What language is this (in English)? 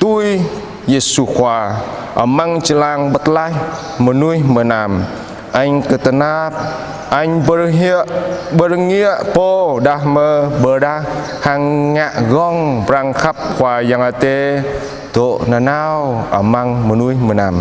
Jarai